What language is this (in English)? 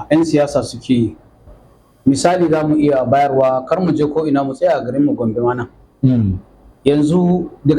Hausa